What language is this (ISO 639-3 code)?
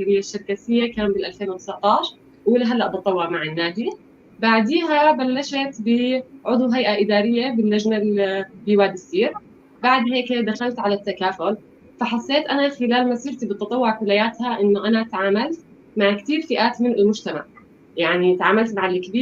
apc